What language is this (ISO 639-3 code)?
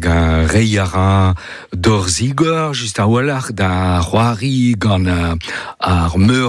bre